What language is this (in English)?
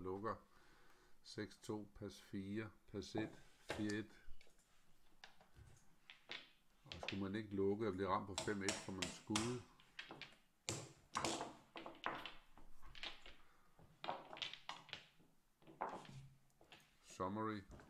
Danish